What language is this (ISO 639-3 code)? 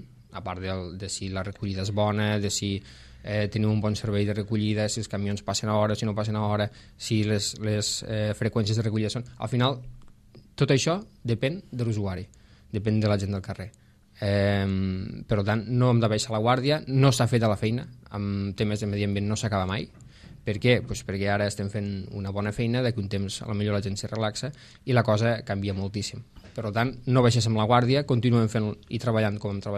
cat